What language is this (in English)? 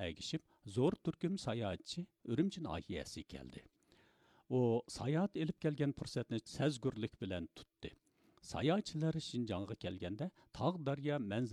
Uyghur